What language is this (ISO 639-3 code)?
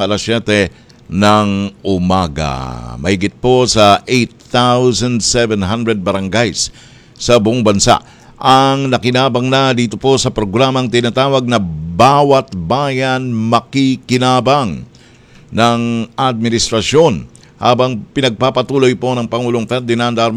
fil